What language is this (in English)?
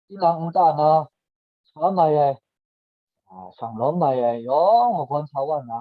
Kachin